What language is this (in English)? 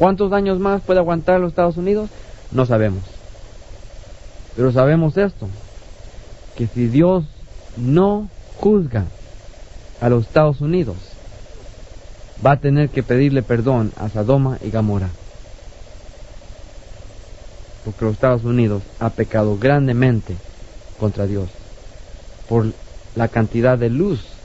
Spanish